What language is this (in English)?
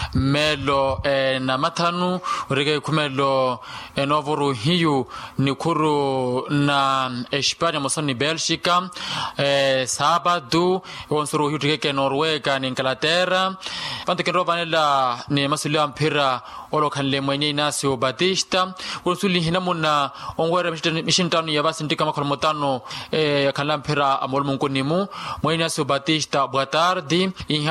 Makhuwa